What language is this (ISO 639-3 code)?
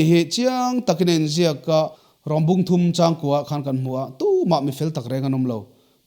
lus